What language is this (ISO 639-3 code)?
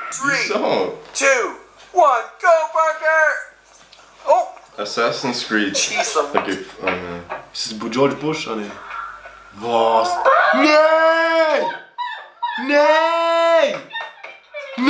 gsw